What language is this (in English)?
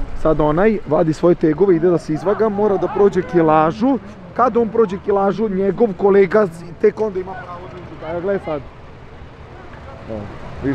Serbian